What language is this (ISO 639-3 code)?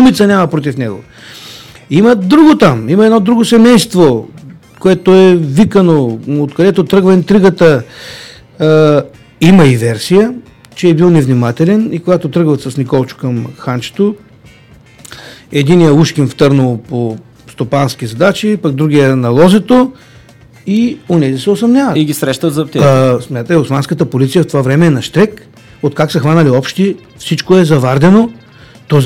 bul